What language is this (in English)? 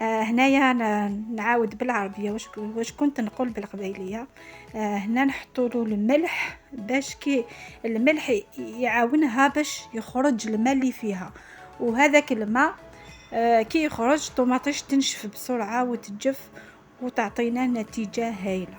Algerian Arabic